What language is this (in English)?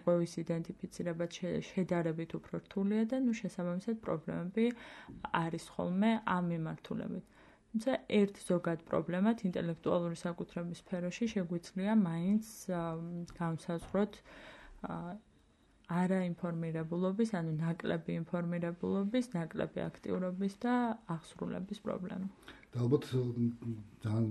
Georgian